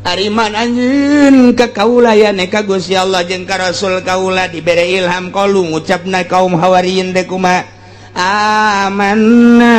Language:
Sundanese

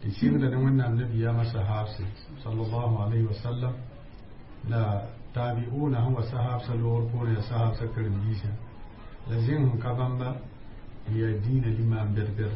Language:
Mossi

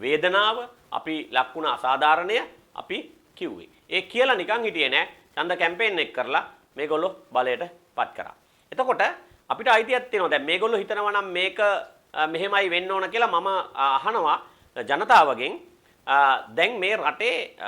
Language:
Sinhala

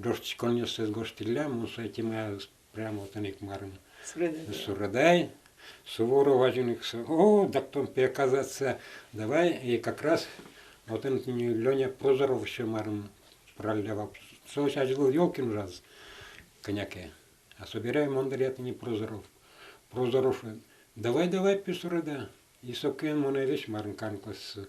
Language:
Udmurt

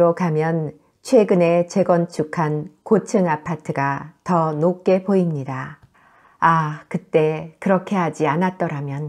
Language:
Korean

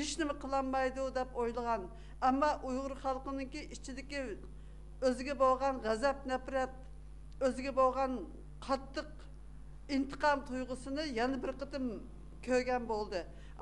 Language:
Uyghur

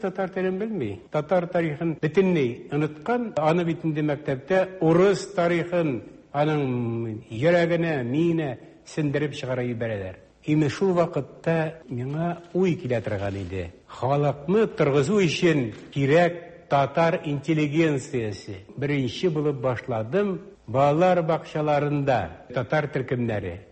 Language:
Tatar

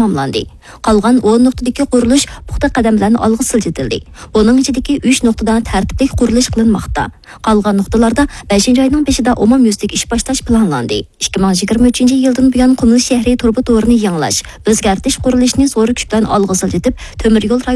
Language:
Uyghur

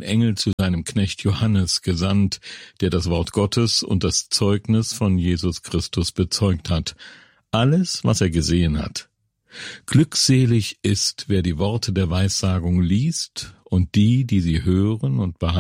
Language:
German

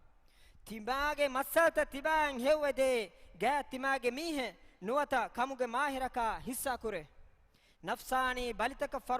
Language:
Divehi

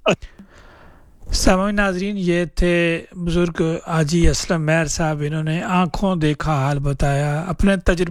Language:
Urdu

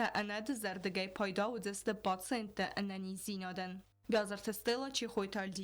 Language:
Ossetic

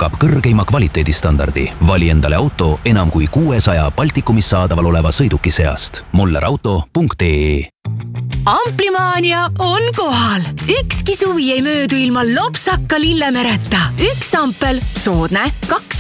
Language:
Estonian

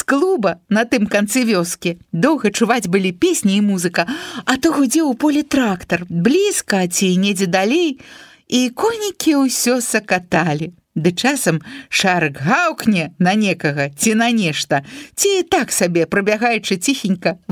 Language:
Belarusian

